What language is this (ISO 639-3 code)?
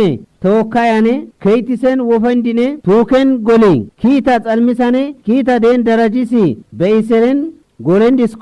kbr